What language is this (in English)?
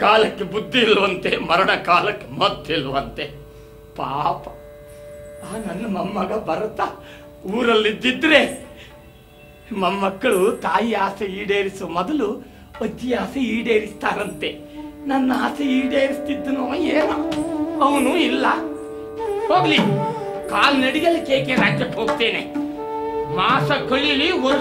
Kannada